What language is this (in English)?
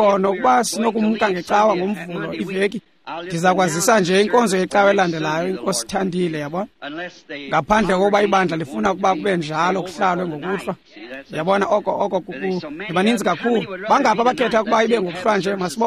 Xhosa